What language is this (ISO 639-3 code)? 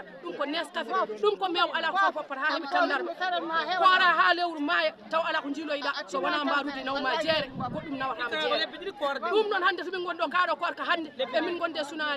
ful